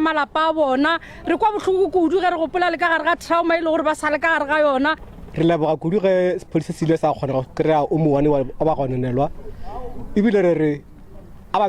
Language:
Northern Sotho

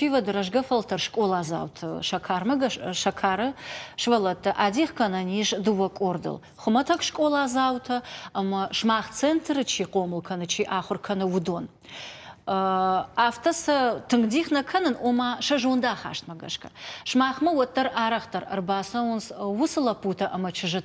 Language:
Ossetic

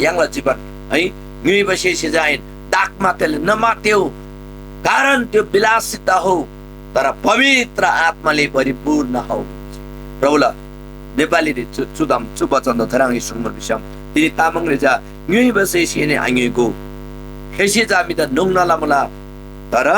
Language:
Eastern Tamang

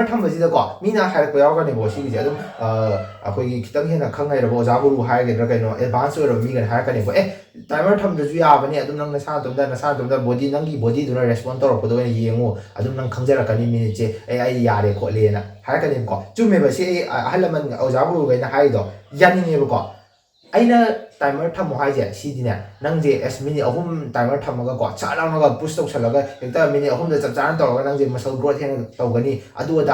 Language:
Manipuri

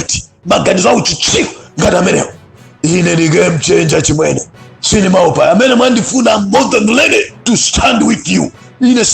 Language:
Nyanja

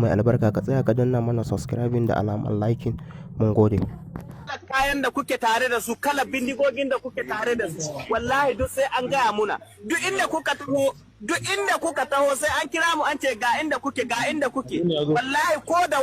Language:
Hausa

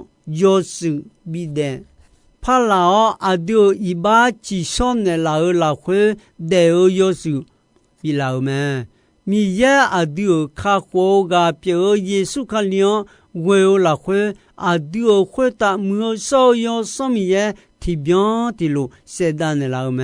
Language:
Akha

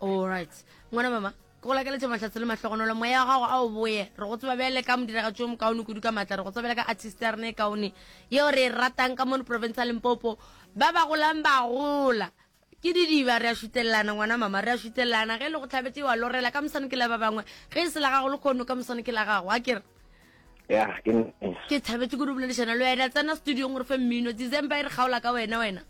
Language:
Northern Sotho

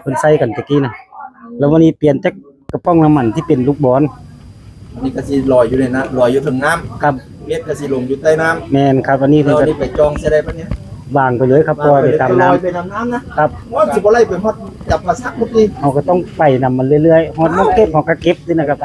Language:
Northeastern Thai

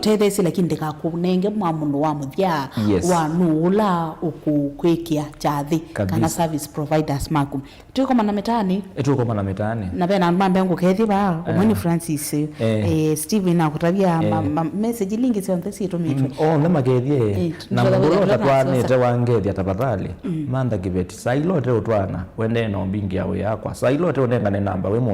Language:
Kamba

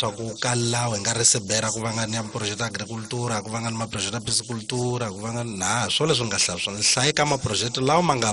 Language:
Tsonga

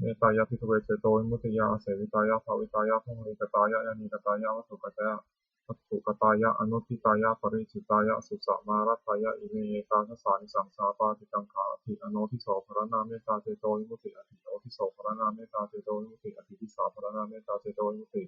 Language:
Pali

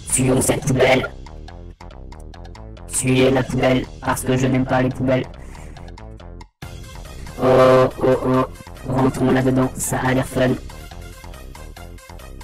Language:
French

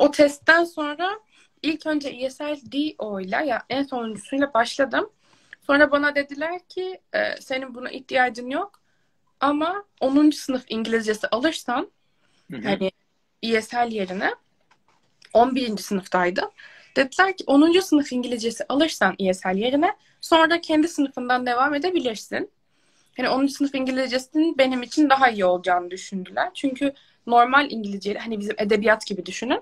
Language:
Turkish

